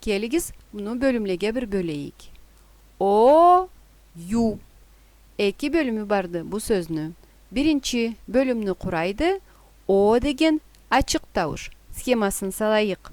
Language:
Karachay-Balkar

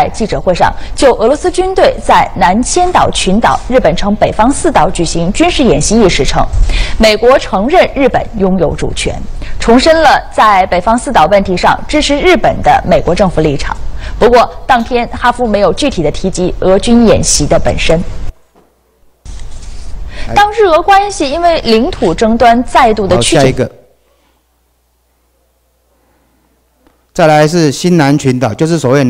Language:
Chinese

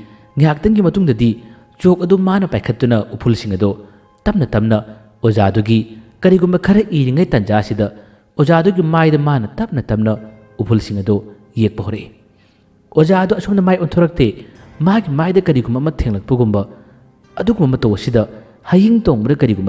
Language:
Manipuri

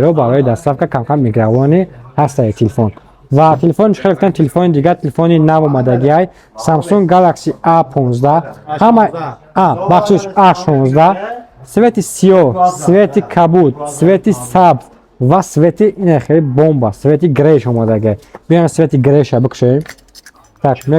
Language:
Tajik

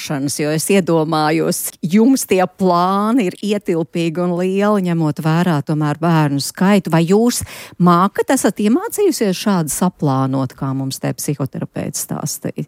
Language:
Latvian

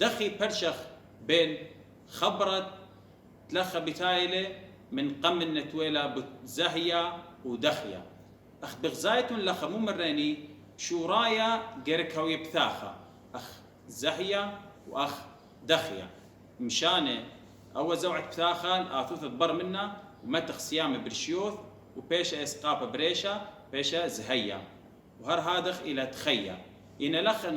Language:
Assyrian Neo-Aramaic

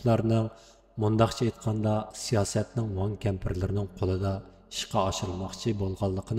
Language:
Uyghur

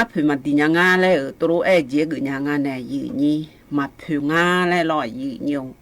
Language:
Akha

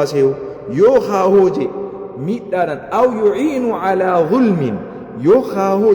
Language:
Oromo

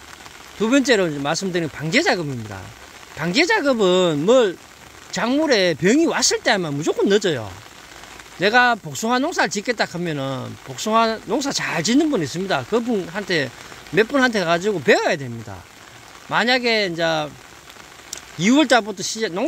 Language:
Korean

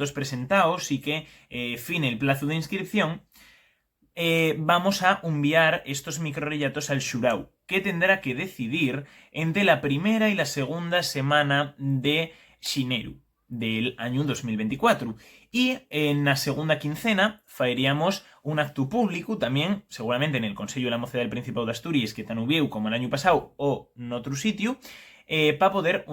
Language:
Asturian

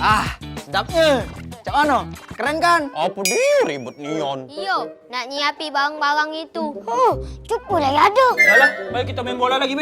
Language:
Musi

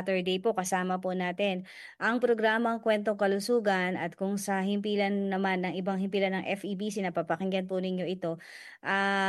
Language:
Filipino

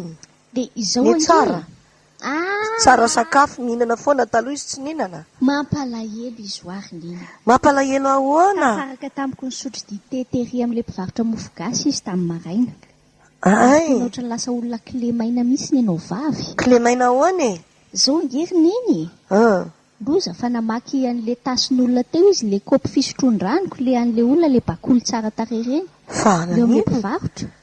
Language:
Malagasy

